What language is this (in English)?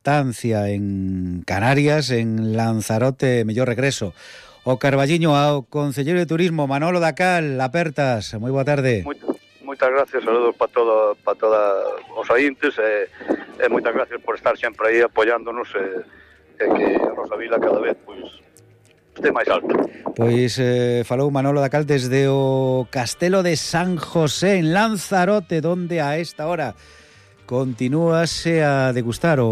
Galician